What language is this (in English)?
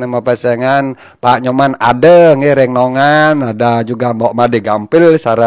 Balinese